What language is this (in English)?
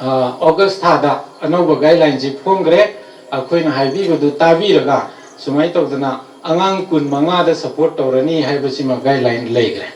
Manipuri